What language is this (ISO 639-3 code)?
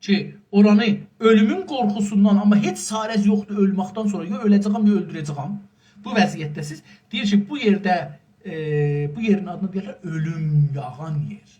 azb